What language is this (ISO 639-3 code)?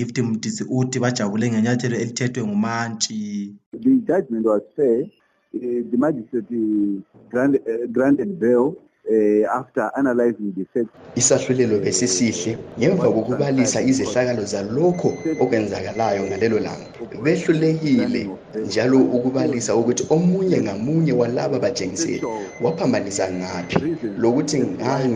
nde